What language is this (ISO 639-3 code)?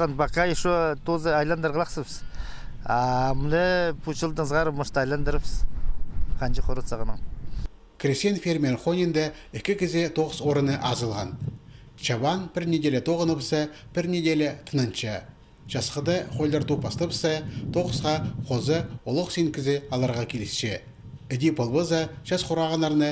kjh